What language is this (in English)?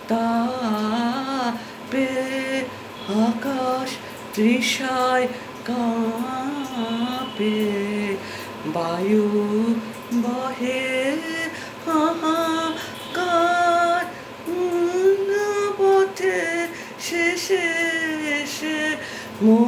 Bangla